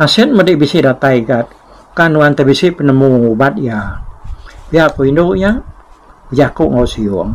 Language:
Iban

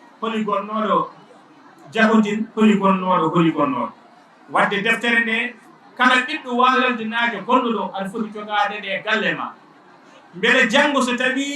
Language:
Fula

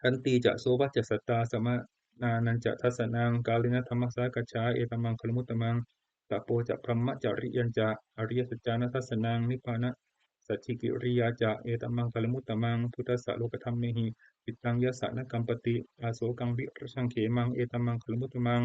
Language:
Pali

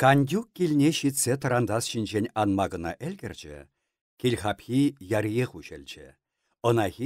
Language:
Chuvash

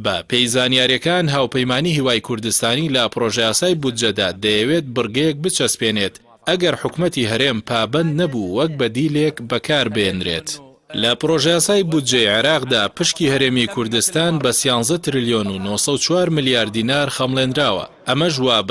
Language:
Central Kurdish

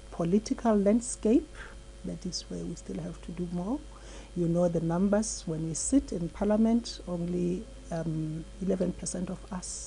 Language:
Tswana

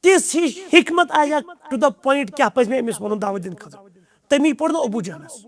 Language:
Kashmiri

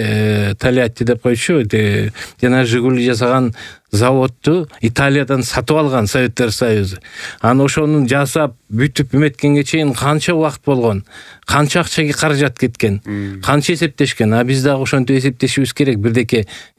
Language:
Kyrgyz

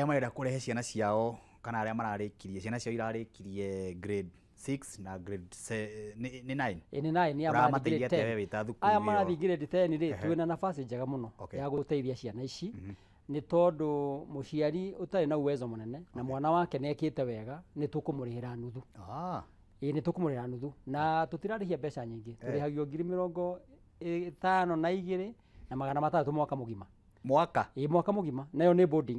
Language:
Kikuyu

